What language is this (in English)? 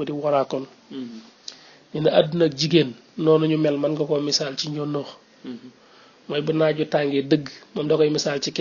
Wolof